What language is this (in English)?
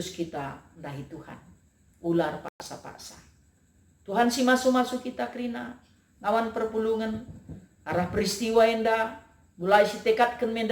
Batak Karo